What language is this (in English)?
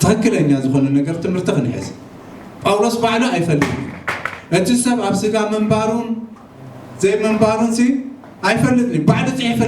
Tigrinya